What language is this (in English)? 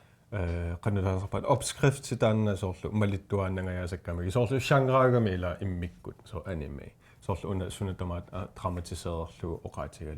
Kalaallisut